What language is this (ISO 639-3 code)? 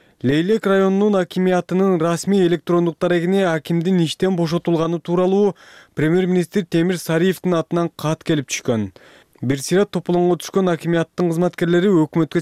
kir